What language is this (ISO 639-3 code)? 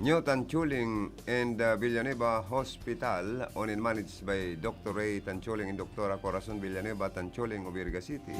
bik